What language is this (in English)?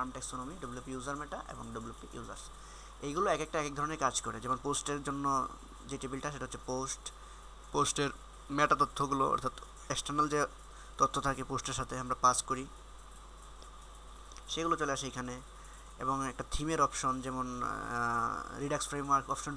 Bangla